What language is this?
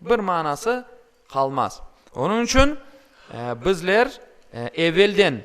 Crimean Tatar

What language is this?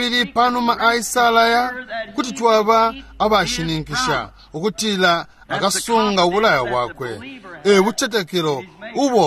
Bemba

